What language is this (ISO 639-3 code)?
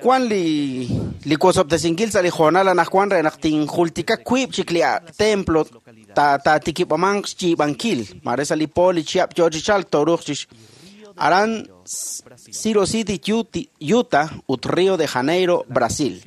kek